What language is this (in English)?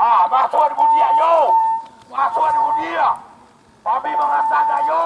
Minangkabau